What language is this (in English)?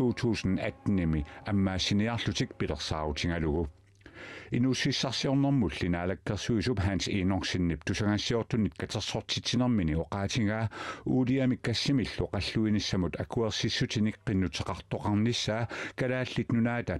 Kalaallisut